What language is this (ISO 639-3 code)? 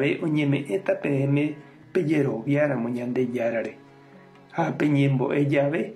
grn